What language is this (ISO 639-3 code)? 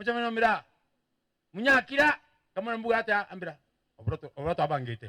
mer